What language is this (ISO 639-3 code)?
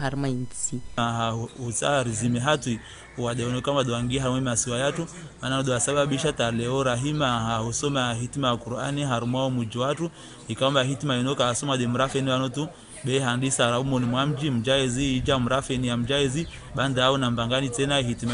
zdj